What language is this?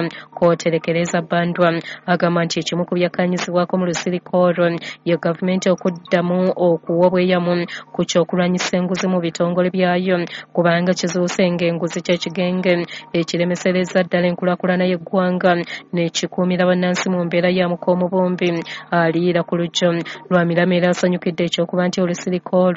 Ganda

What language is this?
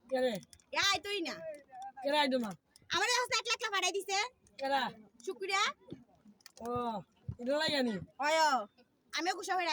Sylheti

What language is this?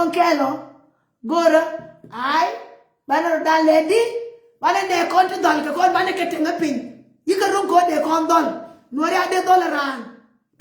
Nuer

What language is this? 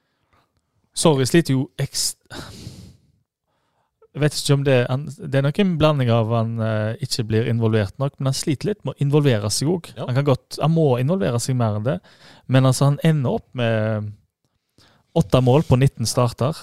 Norwegian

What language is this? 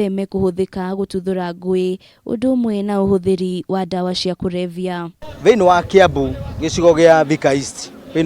Kikuyu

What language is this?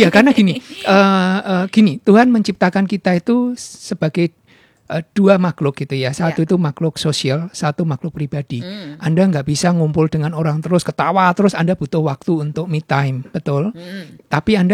Indonesian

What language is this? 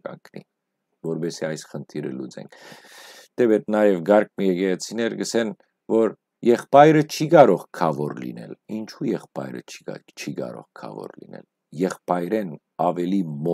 Western Armenian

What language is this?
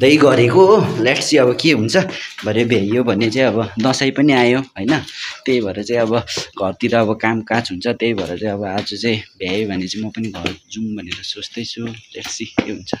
Nepali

